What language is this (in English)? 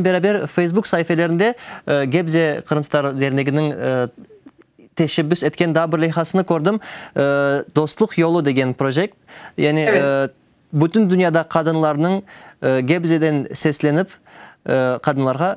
Crimean Tatar